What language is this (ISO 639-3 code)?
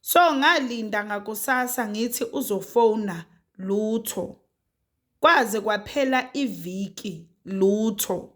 zul